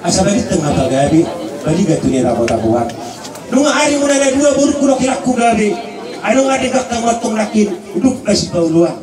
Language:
Batak Toba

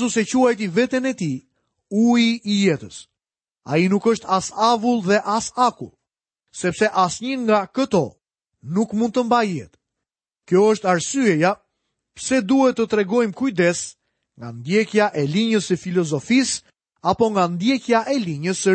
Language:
Albanian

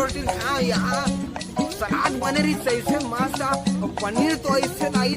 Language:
Chhattisgarhi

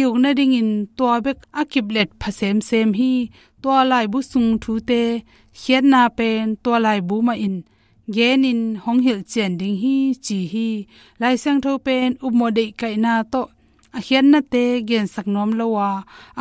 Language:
Tedim Chin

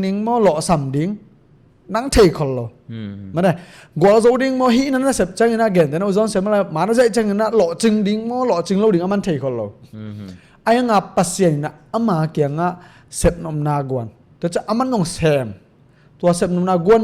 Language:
Tedim Chin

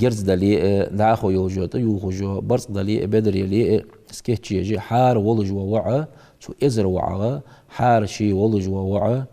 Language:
Ingush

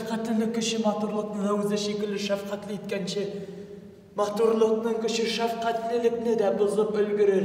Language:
Tatar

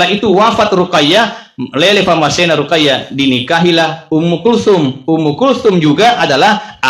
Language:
Buginese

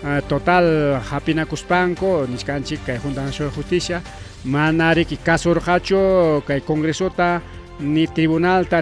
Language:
Ayacucho Quechua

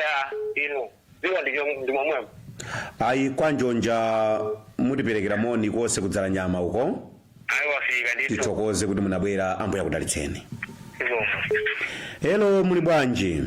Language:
Nyanja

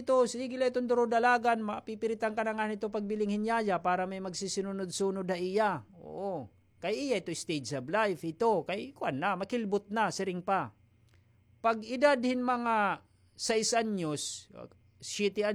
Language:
Waray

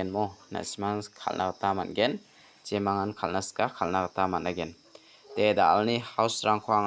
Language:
Garo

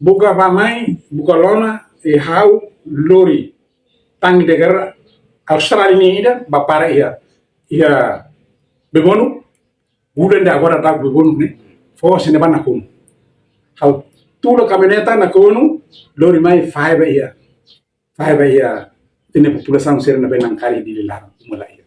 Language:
Tetum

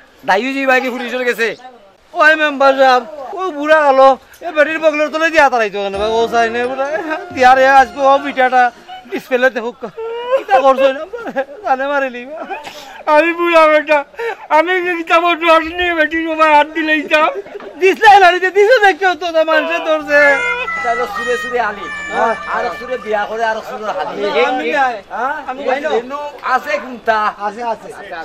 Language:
Sylheti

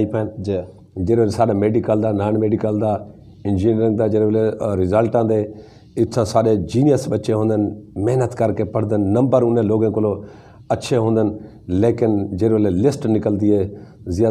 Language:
Saraiki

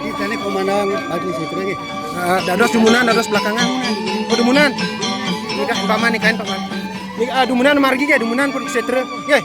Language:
Balinese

